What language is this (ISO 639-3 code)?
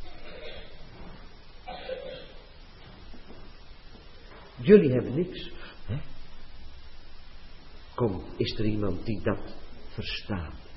nld